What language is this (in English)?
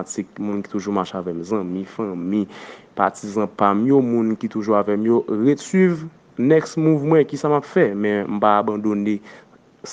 Haitian Creole